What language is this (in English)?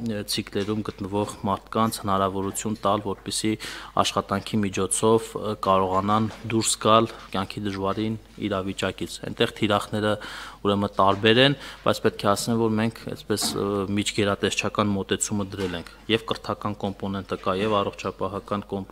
Armenian